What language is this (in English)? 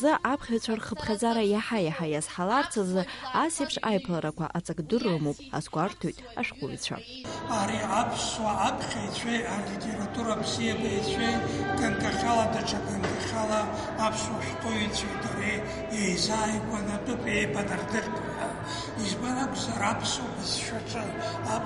Abkhazian